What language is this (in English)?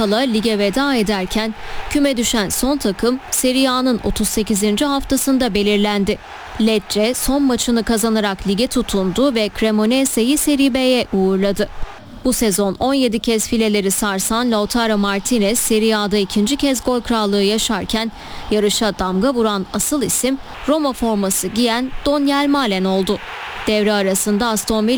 Turkish